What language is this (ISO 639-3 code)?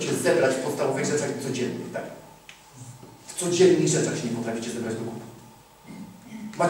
pol